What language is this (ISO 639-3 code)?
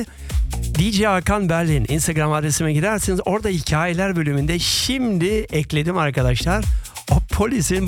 tur